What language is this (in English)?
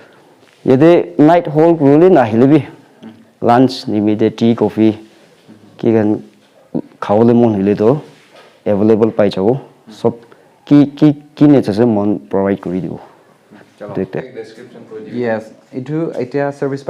Naga Pidgin